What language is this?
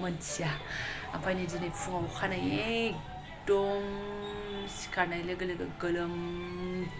Bodo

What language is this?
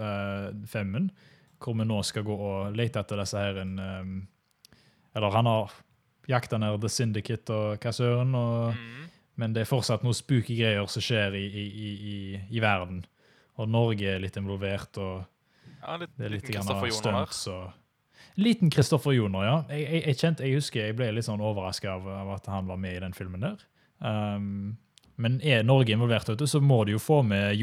Norwegian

